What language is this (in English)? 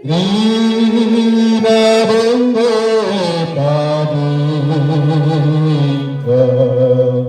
Batak Karo